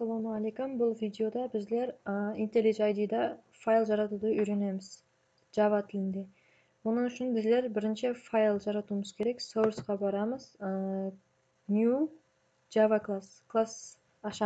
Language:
Kara-Kalpak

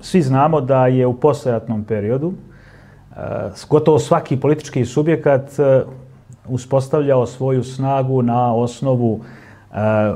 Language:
Bosnian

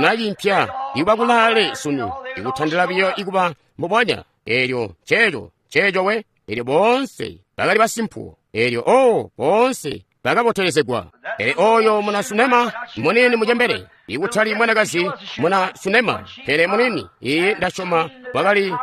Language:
Tonga (Zambia)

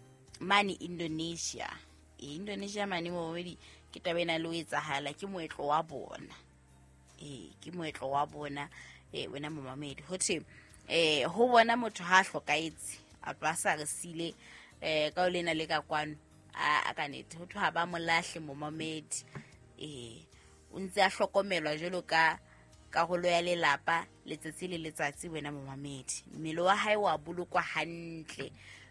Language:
Southern Sotho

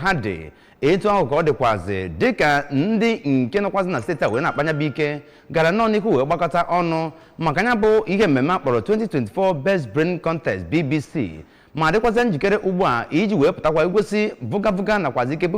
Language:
Igbo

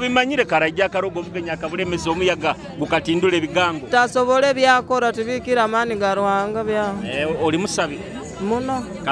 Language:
Nyoro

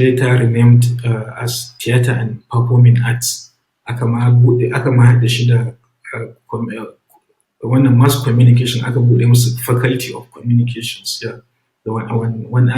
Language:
Hausa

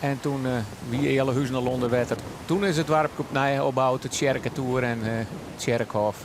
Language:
Western Frisian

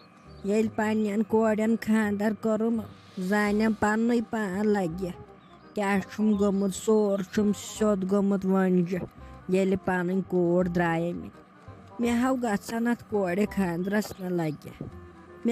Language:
Kashmiri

